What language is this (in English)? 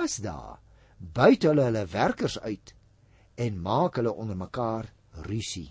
Afrikaans